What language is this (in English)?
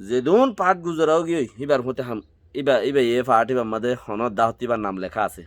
Rohingya